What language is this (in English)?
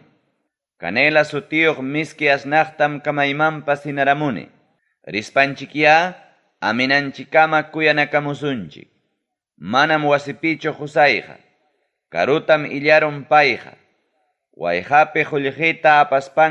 Ayacucho Quechua